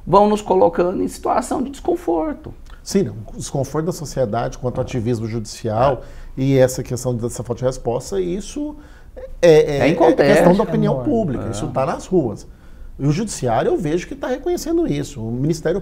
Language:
Portuguese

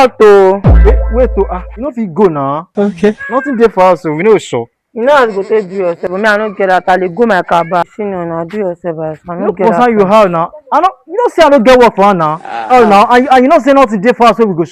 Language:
Nigerian Pidgin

